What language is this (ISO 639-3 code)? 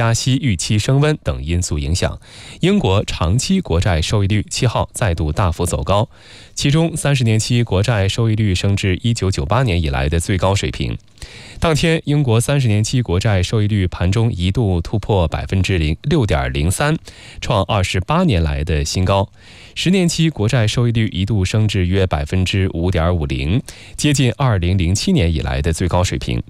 zho